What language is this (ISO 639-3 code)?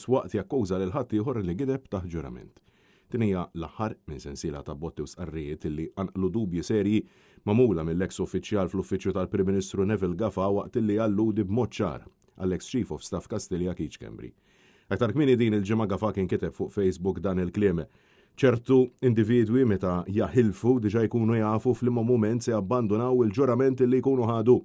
mlt